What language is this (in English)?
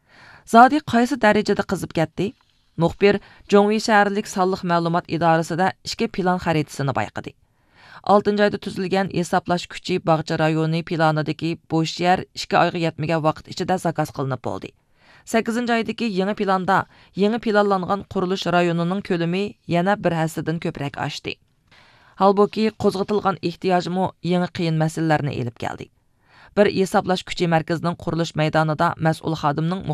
Uyghur